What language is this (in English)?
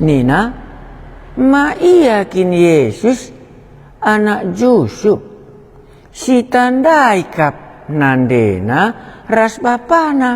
Batak Karo